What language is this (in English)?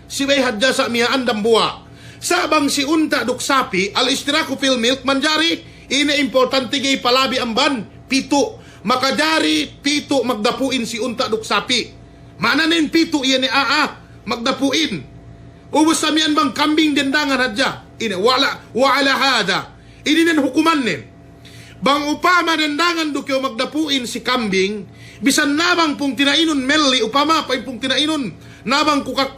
Yakan